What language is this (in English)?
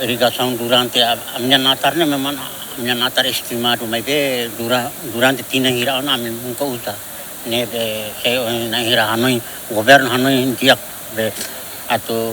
Tetum